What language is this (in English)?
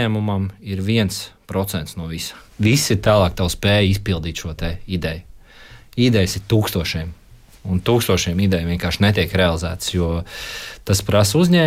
Latvian